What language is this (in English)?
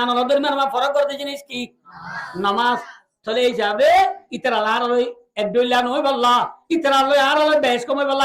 Rohingya